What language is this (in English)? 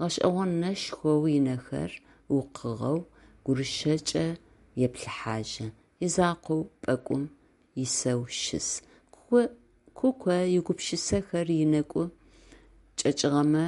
Adyghe